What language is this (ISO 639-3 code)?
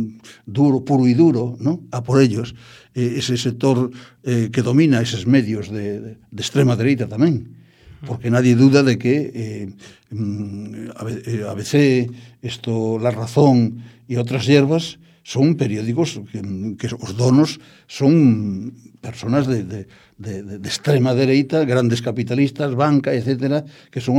glg